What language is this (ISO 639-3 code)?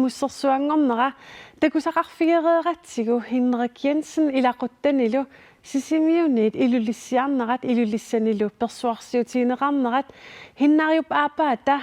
kal